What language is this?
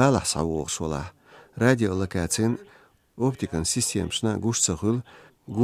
Chechen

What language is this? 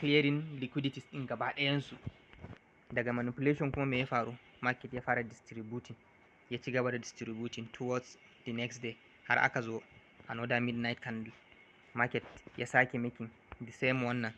Hausa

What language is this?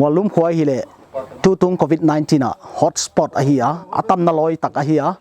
Paite Chin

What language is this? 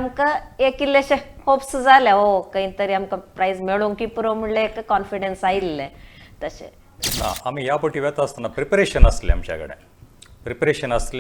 Konkani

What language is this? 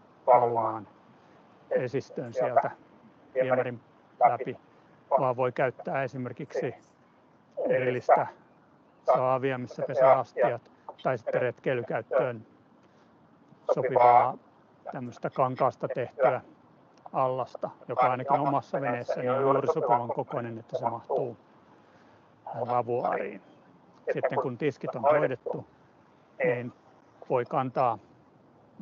Finnish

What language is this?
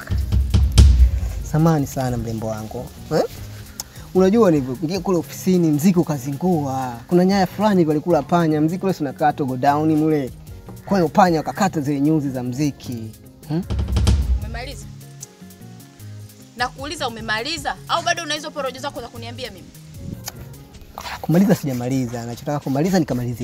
Swahili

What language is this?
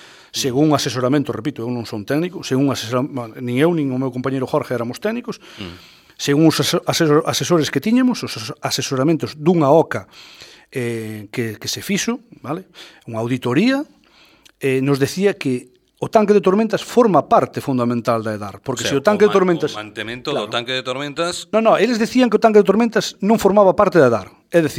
Galician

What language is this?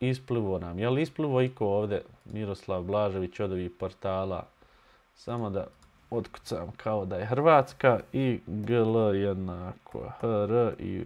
Bosnian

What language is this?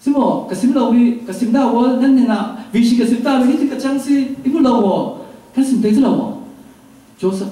Falam Chin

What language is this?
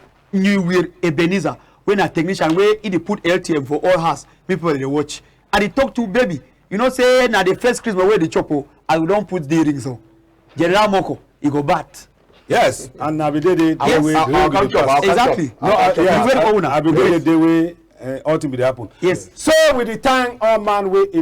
Cameroon Pidgin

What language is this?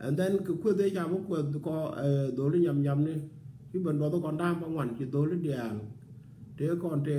Nuer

